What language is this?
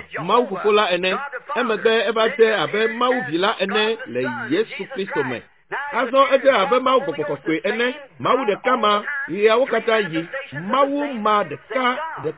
Ewe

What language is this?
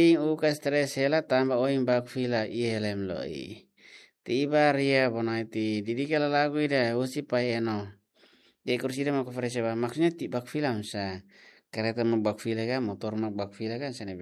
Tetum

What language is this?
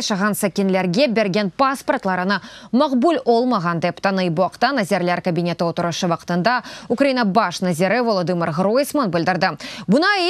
Crimean Tatar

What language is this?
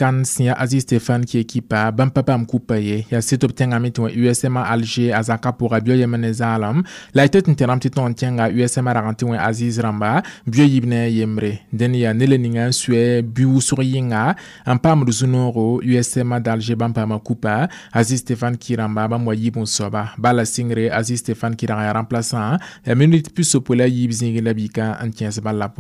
Mossi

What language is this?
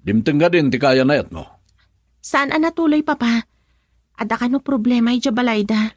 Iloko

